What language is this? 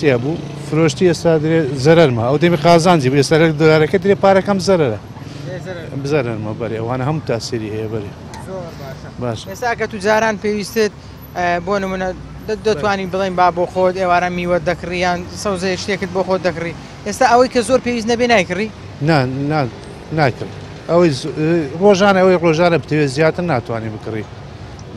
Central Kurdish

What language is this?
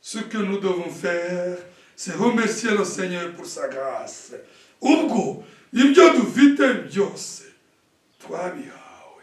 Kinyarwanda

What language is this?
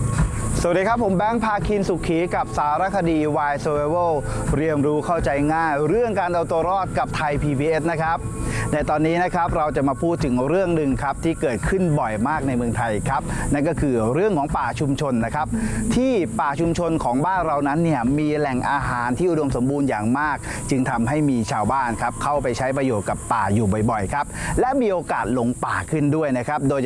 Thai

